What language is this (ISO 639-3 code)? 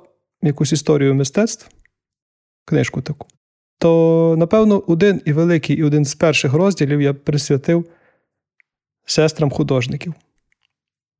ukr